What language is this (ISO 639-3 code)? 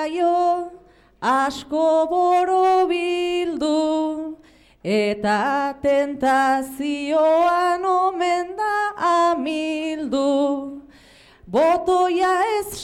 eus